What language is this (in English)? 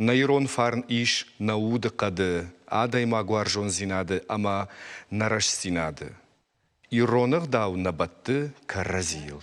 Ossetic